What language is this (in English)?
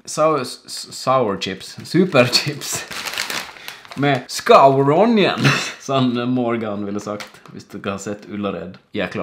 Norwegian